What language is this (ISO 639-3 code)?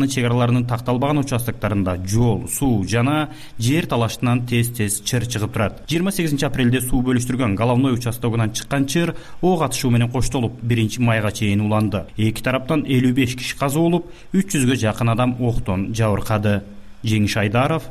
kir